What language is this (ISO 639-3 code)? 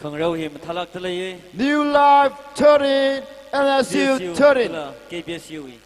nmf